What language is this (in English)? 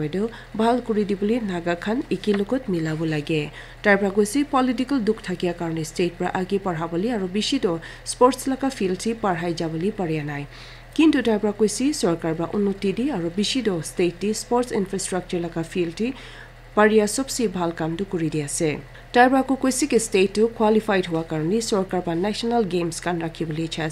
Naga Pidgin